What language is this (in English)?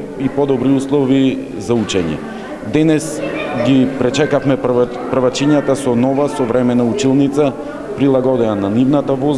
Macedonian